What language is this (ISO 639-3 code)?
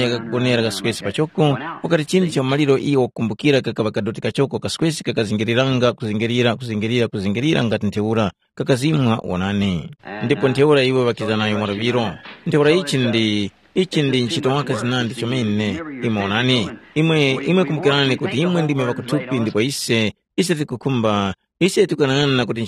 tum